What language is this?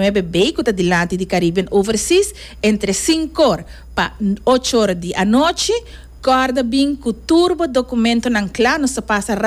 Papiamento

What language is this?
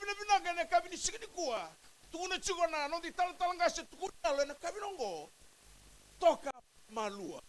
Fijian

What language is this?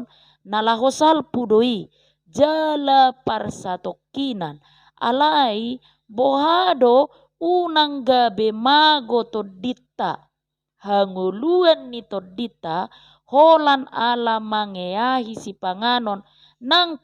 Batak Toba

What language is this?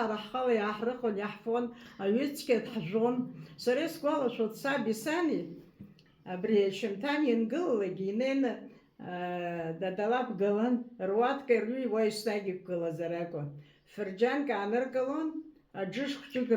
Abkhazian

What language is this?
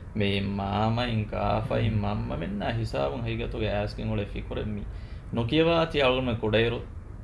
Divehi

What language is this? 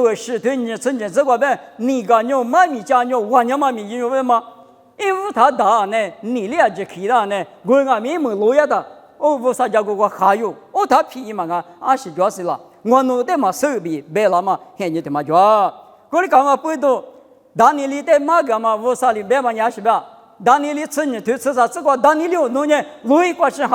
Lisu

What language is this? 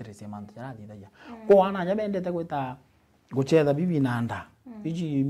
Meru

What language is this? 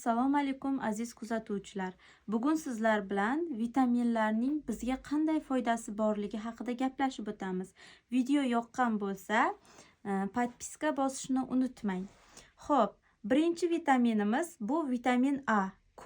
Uzbek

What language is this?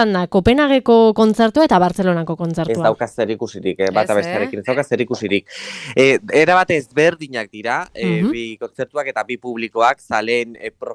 Basque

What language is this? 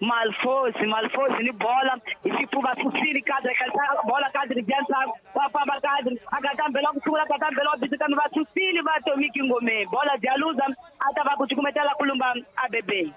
Tsonga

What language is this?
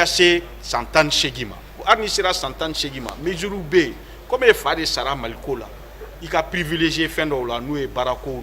Bambara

